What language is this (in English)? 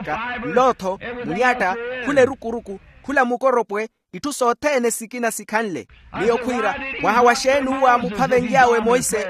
Makhuwa